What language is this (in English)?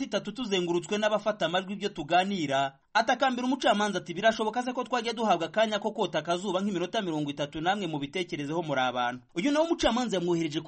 Kinyarwanda